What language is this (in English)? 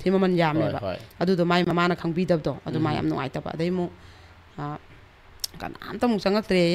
Manipuri